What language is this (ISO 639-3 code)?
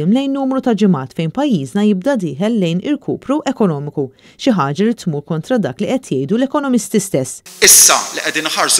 mlt